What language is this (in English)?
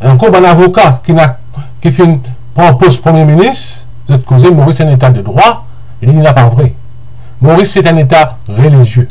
Morisyen